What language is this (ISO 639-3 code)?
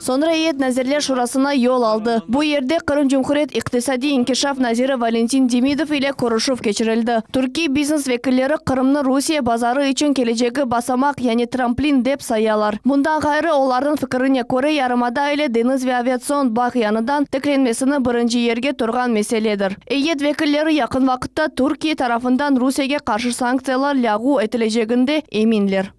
crh